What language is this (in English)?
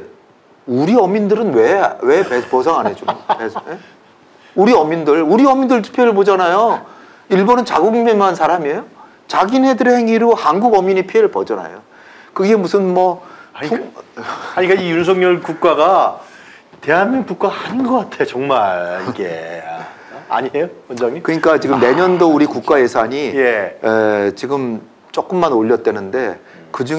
Korean